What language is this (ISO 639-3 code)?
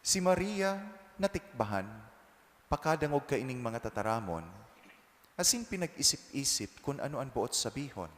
bik